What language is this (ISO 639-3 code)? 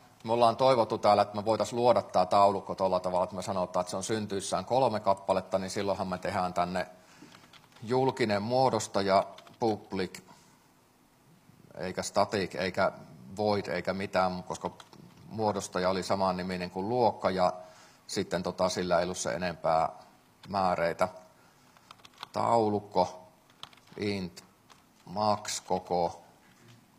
fin